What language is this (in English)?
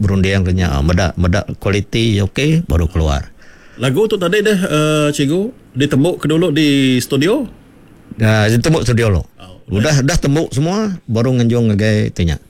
Iban